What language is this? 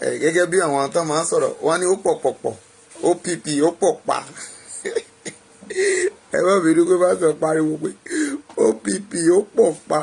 Yoruba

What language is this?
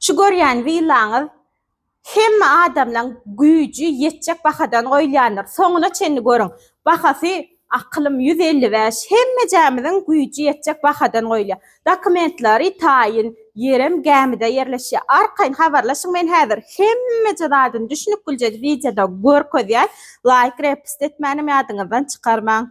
Turkmen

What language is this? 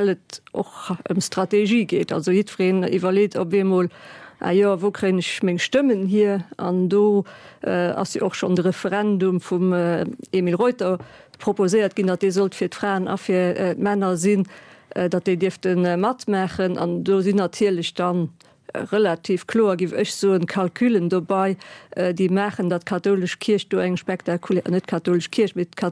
Luxembourgish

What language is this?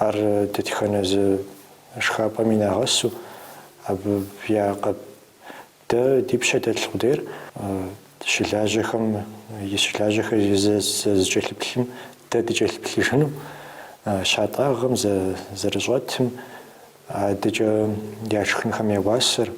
Kabardian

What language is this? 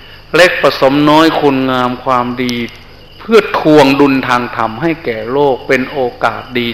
Thai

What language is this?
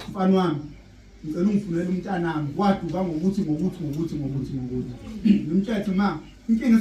Zulu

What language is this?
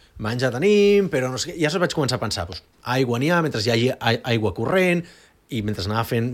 Catalan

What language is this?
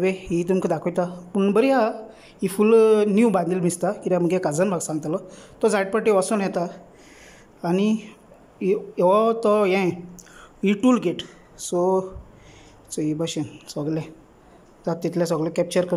Konkani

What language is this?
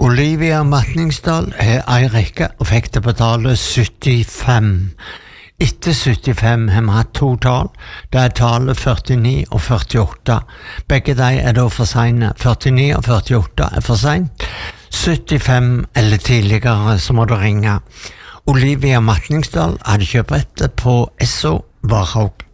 Norwegian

